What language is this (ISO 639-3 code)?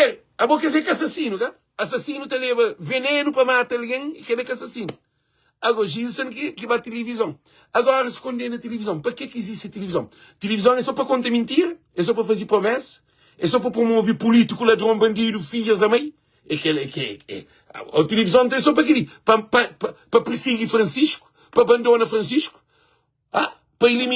kea